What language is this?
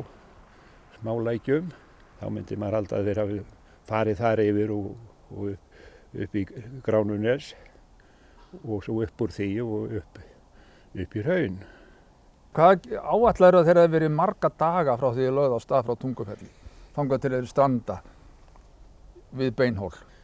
Icelandic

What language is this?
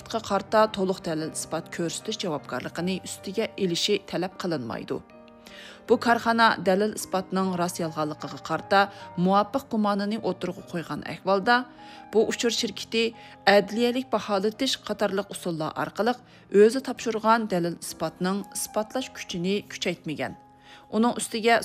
Uyghur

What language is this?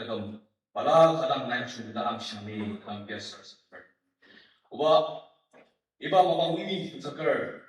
Ao Naga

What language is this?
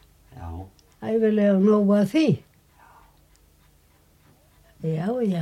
Icelandic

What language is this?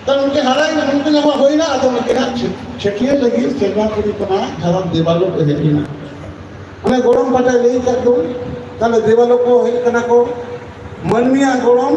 Santali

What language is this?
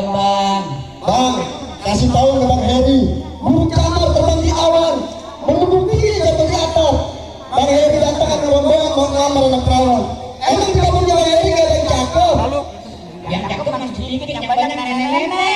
Betawi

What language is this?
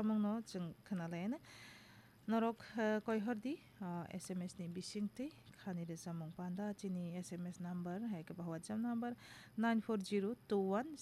Kok Borok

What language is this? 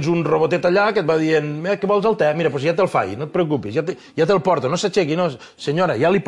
Catalan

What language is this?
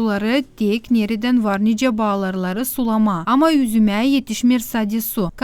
Gagauz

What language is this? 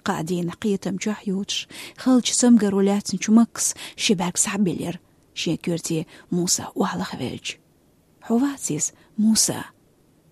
Chechen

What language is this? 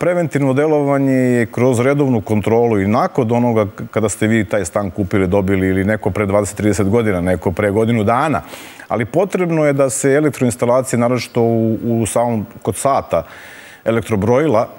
Serbian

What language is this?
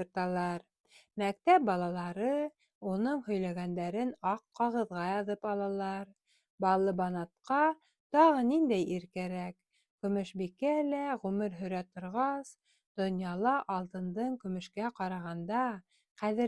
Bashkir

